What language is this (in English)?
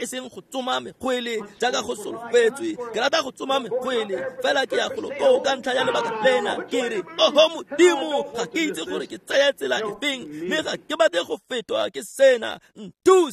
Tswana